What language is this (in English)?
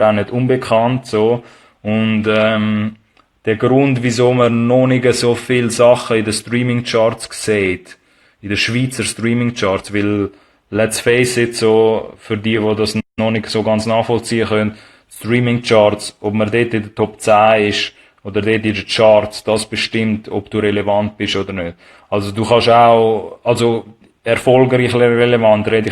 Swiss German